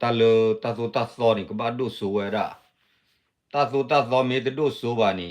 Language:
S'gaw Karen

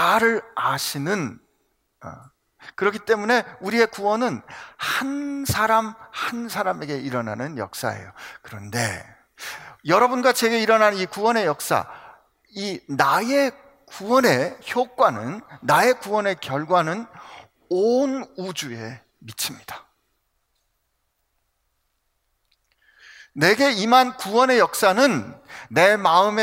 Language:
Korean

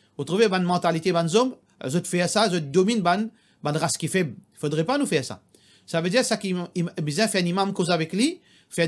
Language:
Morisyen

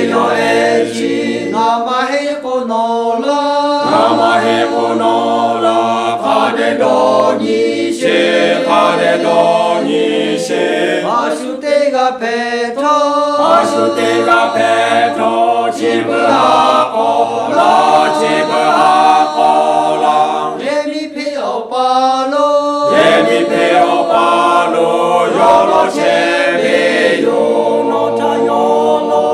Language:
Lahu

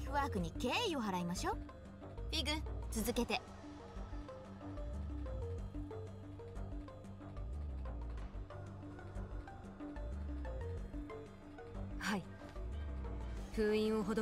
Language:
Japanese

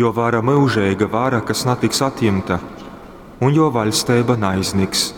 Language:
Latgalian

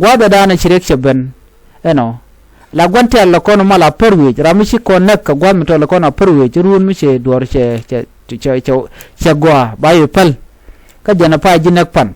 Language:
Nuer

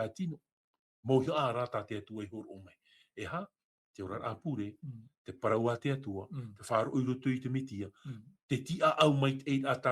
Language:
Tahitian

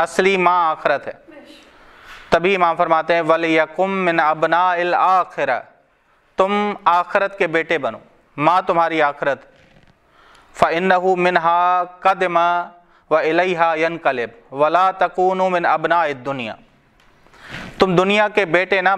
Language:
Urdu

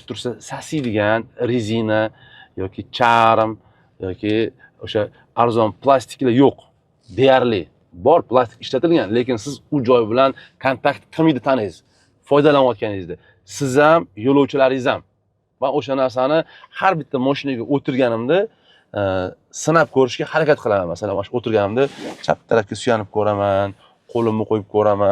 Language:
Uzbek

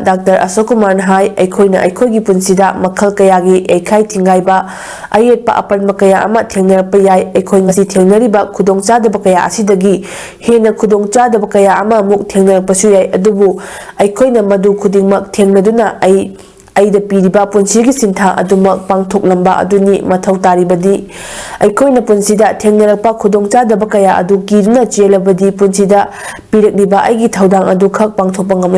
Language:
Manipuri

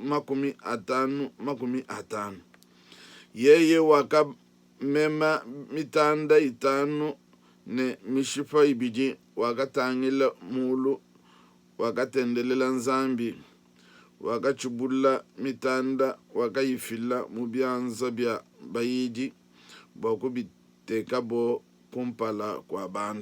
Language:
Luba-Lulua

